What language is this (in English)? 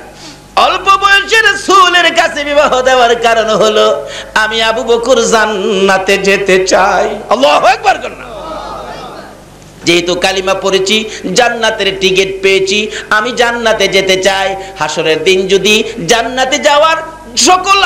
Bangla